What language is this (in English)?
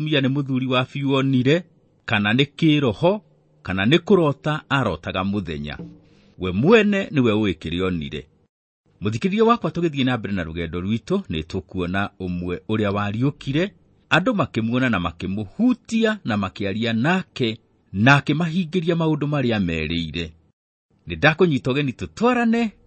Kikuyu